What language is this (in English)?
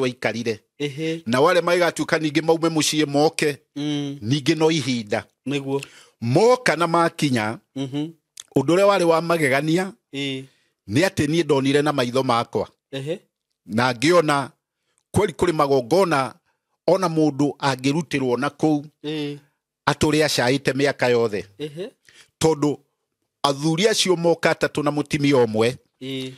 Kikuyu